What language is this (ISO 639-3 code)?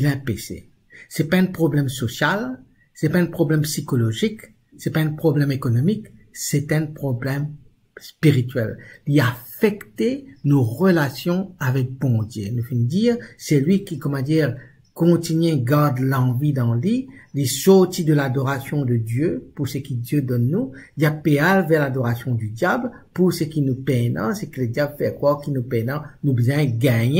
mfe